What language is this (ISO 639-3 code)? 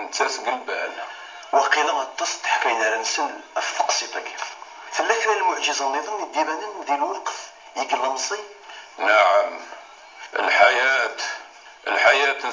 kab